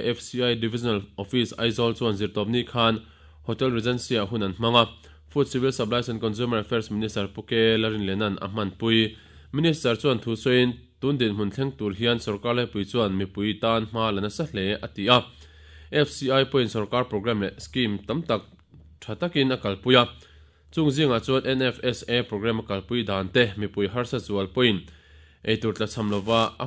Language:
Mizo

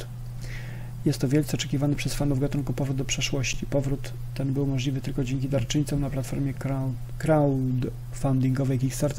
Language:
Polish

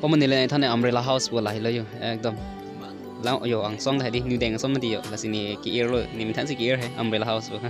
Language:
Karbi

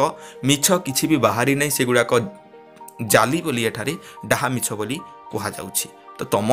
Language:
Odia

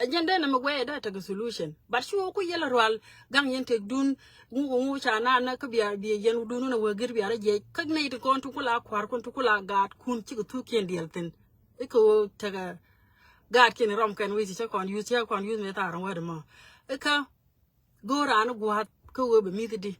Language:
Nuer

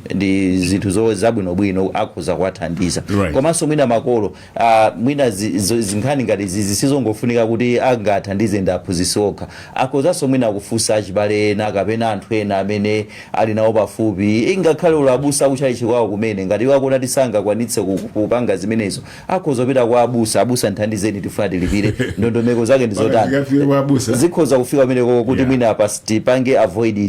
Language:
Nyanja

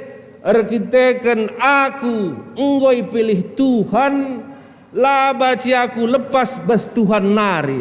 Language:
Batak Karo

